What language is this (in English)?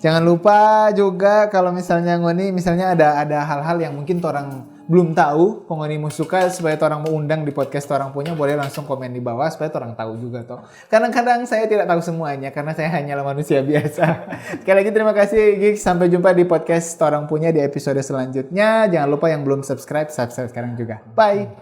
Manado Malay